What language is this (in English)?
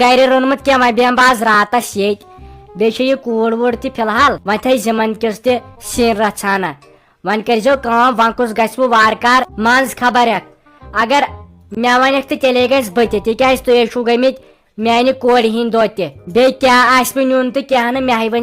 Kashmiri